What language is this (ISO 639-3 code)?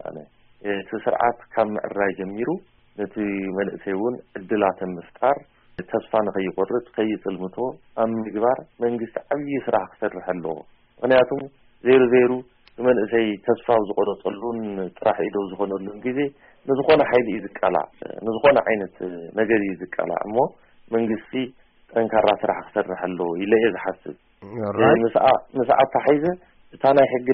tir